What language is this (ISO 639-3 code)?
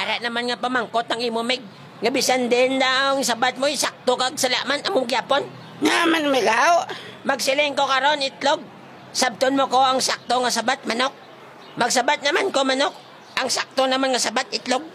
hil